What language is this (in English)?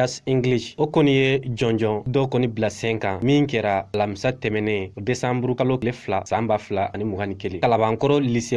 Bambara